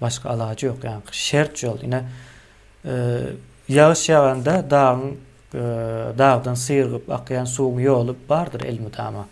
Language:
Turkmen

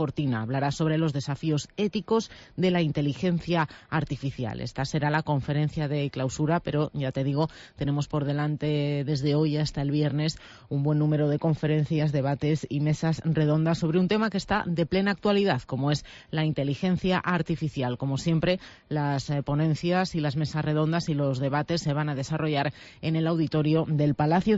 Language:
Spanish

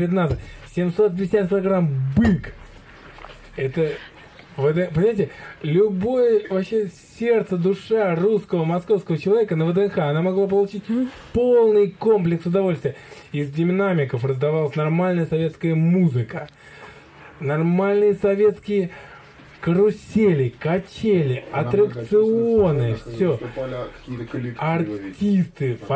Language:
Russian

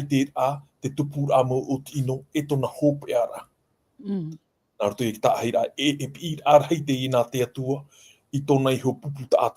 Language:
Tahitian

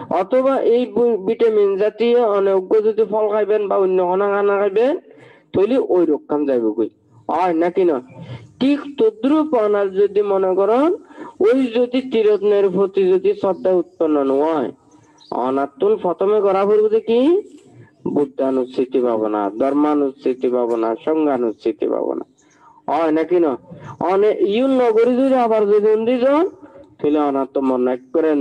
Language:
Chittagonian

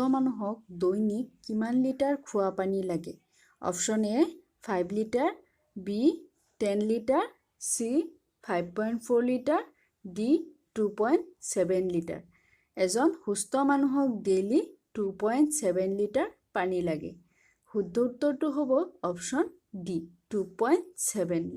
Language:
Assamese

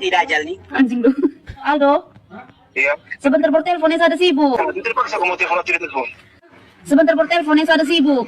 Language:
Ambonese Malay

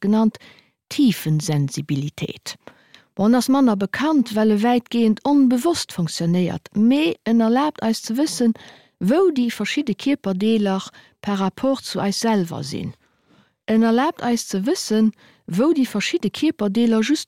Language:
Luxembourgish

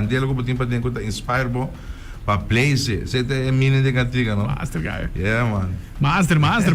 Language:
Papiamento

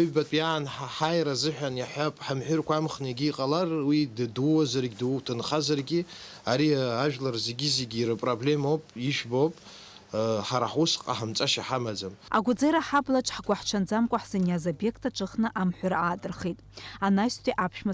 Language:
Abkhazian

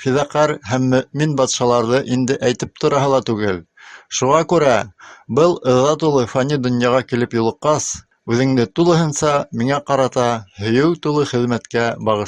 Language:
Bashkir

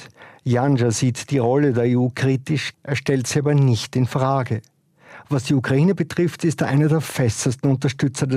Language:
German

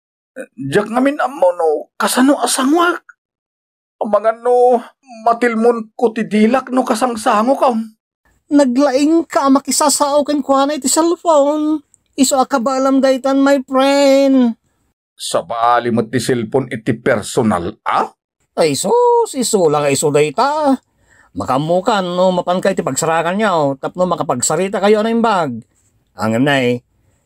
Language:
Iloko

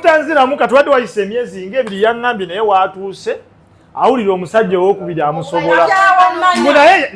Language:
Ganda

